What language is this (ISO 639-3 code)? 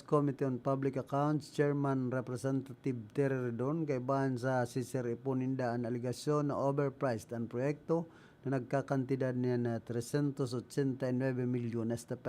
bik